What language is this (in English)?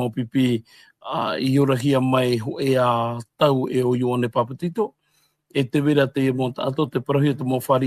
Tahitian